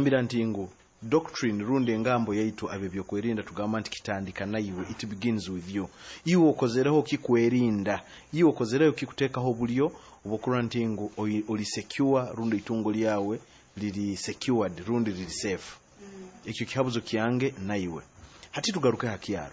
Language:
Nyoro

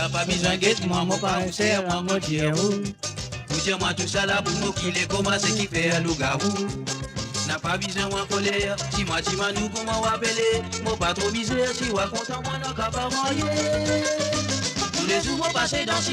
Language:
Morisyen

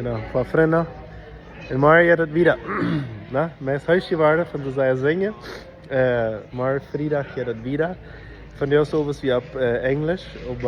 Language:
Plautdietsch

